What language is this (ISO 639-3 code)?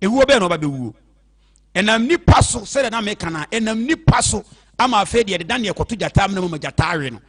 aka